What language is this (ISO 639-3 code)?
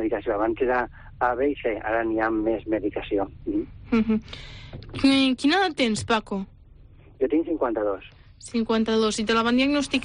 cat